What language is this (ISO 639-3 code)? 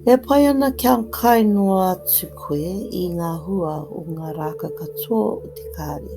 mri